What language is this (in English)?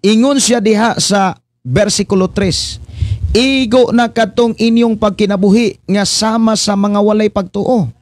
Cebuano